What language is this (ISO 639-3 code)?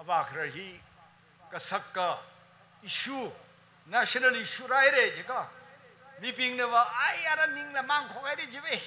nmf